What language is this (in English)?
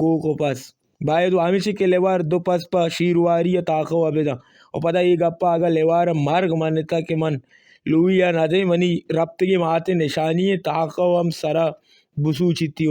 Baluchi